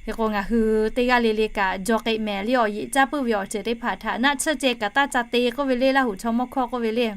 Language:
Lahu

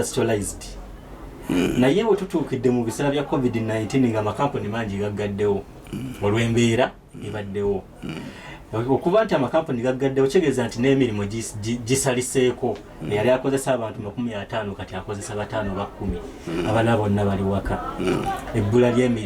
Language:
Ganda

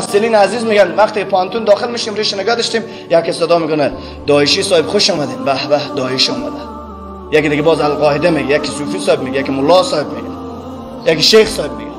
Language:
Persian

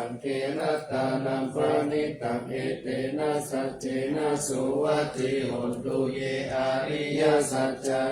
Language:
Pali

